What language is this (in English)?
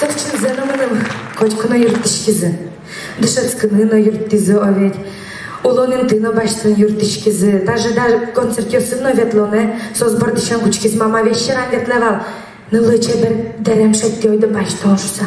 Udmurt